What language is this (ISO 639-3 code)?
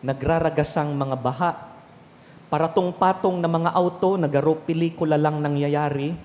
bik